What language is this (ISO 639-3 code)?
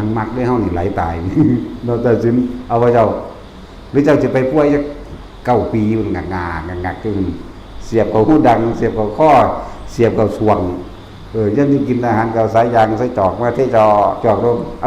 tts